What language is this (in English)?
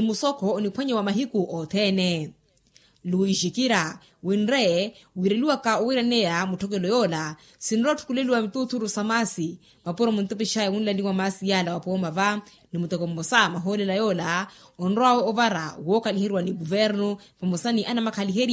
Makhuwa